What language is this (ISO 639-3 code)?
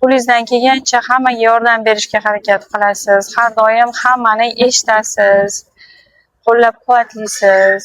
uzb